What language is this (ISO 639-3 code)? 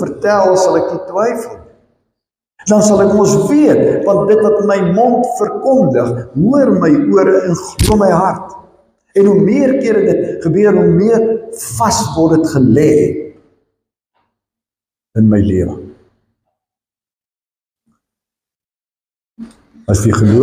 afr